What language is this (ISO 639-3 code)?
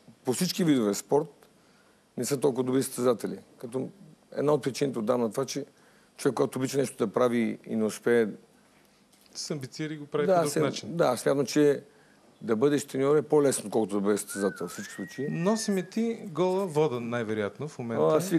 bul